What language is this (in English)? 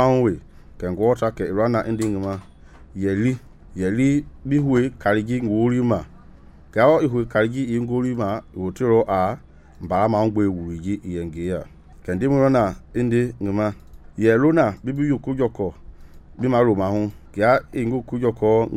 Mende